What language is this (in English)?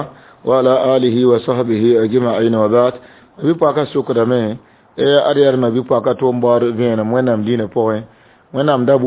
Mossi